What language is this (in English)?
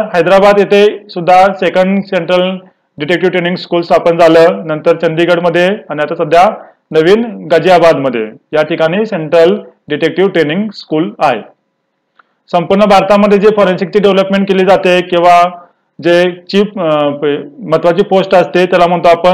Marathi